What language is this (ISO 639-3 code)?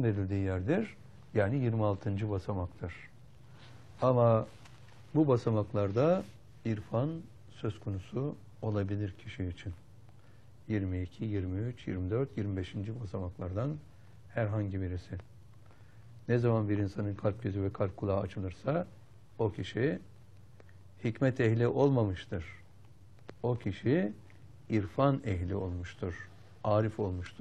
tur